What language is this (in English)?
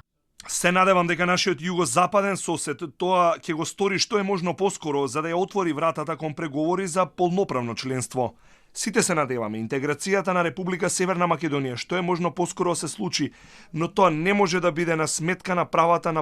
Macedonian